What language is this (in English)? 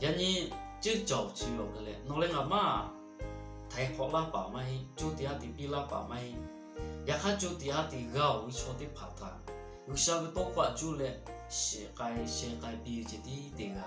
Lahu